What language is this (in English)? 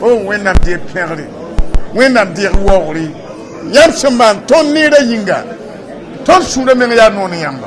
Mossi